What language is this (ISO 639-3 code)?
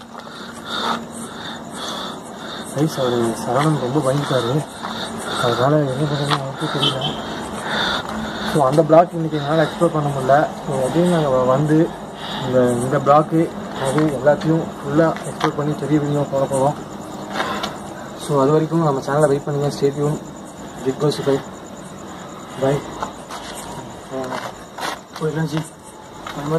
tam